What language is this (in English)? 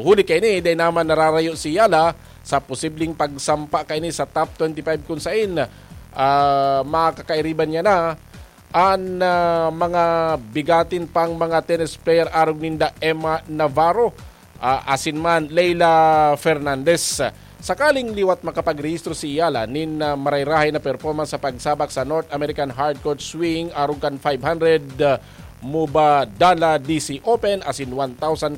Bikol